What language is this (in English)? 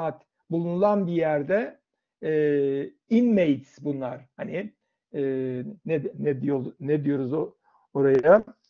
Turkish